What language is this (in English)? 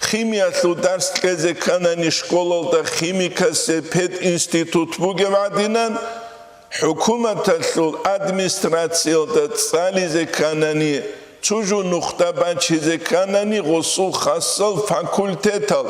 Avaric